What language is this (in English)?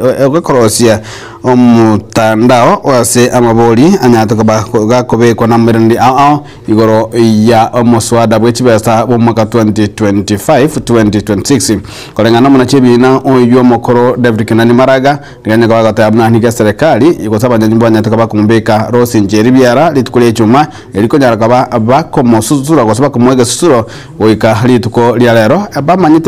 Gusii